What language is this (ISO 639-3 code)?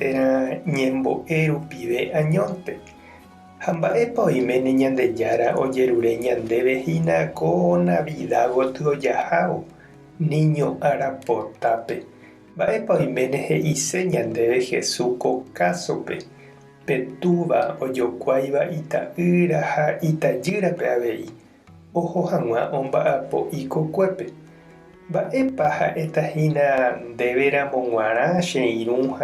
grn